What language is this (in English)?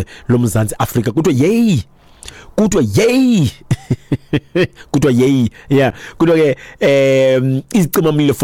Xhosa